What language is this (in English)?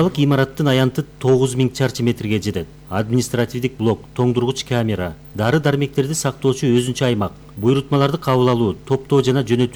Kyrgyz